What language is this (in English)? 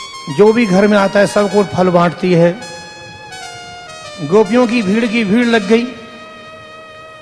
Hindi